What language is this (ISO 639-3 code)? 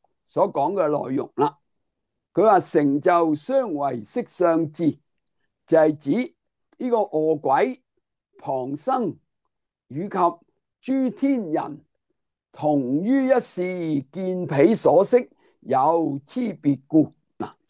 yue